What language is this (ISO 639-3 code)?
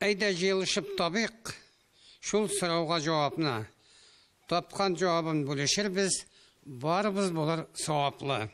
tat